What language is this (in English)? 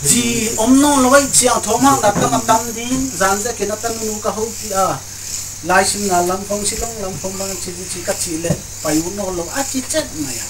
Paite Chin